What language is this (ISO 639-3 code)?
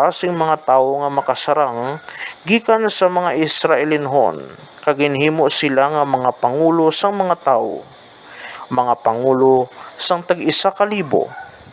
hil